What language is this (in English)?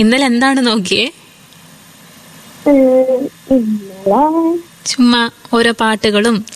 Malayalam